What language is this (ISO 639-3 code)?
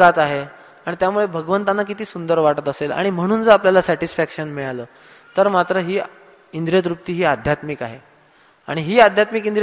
mar